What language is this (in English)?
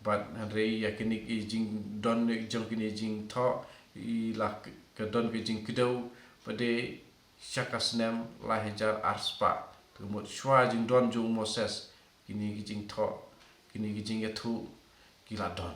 Khasi